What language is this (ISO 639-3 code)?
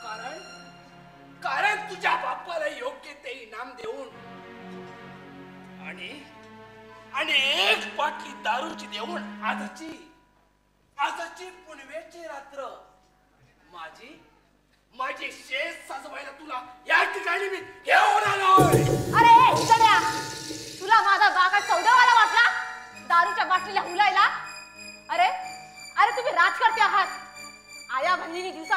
mar